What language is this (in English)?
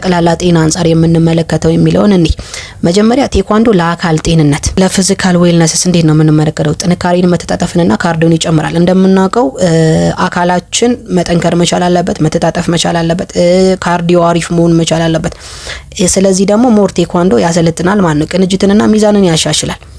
Amharic